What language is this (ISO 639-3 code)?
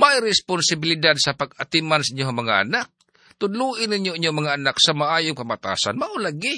ceb